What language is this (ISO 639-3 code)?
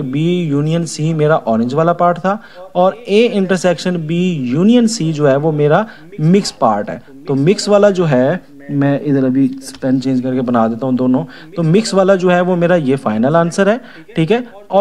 hin